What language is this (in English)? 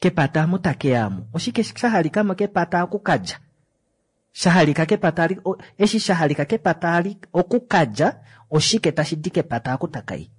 Kuanyama